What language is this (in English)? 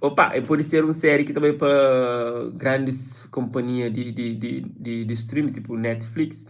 Kabuverdianu